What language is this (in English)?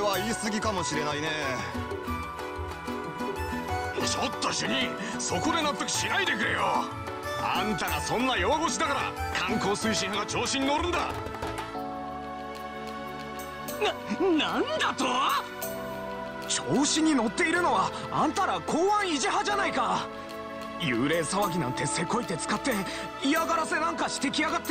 Japanese